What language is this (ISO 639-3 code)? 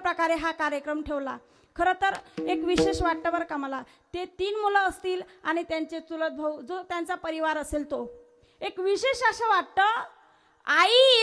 mar